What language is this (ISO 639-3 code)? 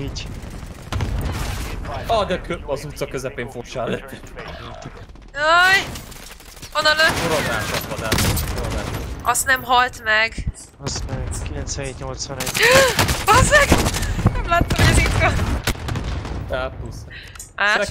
hun